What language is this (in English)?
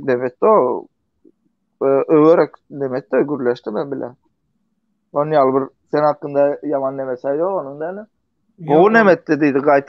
Turkmen